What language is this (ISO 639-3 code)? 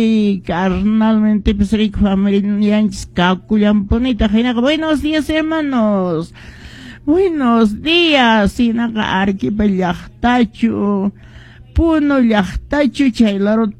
que